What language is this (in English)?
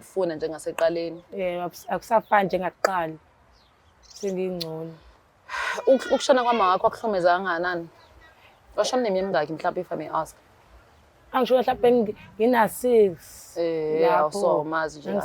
Zulu